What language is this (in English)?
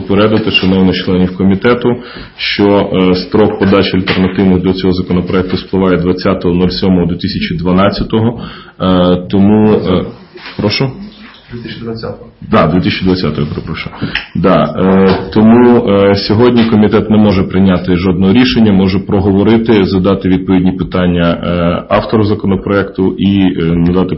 Ukrainian